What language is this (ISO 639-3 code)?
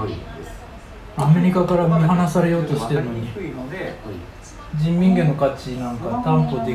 jpn